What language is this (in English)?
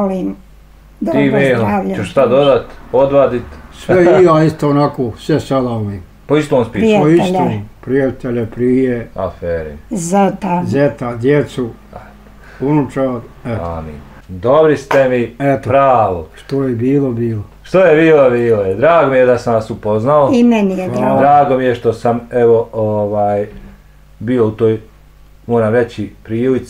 Bosnian